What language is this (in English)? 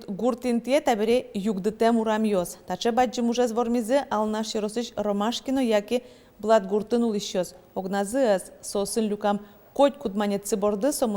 Udmurt